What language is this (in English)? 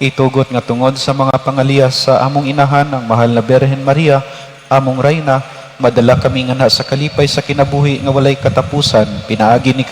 Cebuano